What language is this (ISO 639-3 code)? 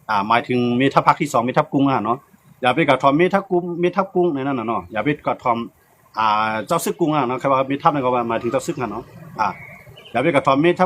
shn